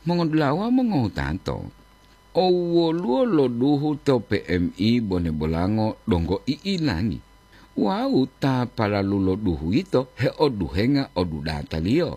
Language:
Gorontalo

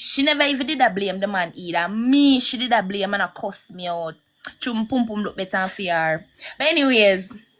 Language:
Jamaican Creole English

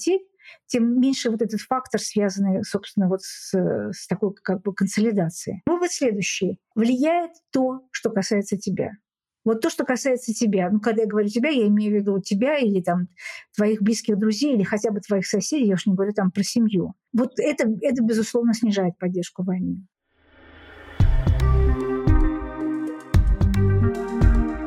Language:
Russian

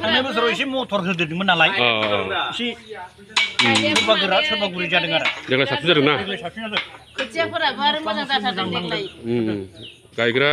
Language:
Bodo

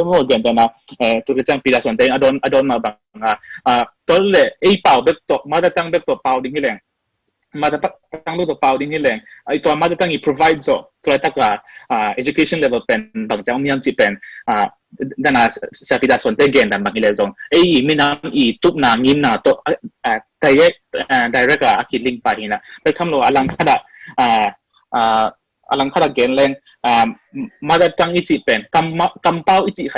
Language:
Tedim Chin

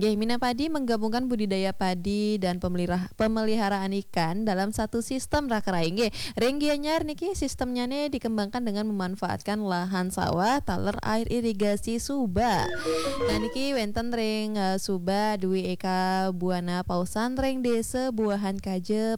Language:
Balinese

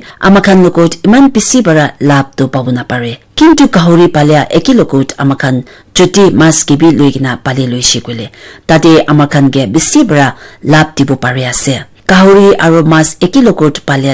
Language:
Naga Pidgin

